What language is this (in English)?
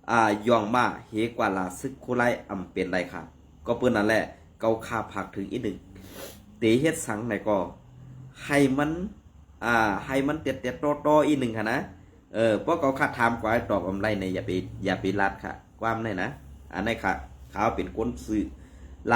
Shan